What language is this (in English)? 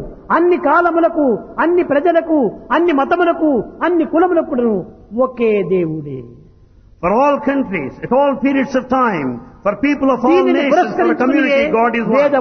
Telugu